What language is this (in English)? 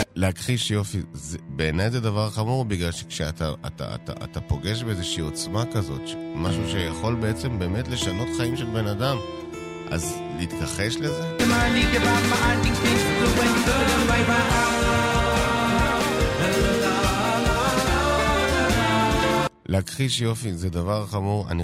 Hebrew